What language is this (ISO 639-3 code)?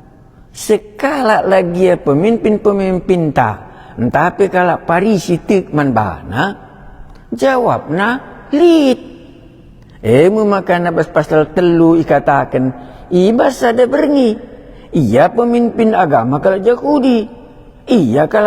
btx